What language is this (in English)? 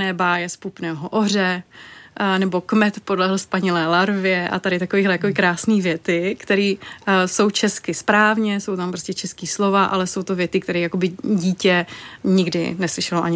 Czech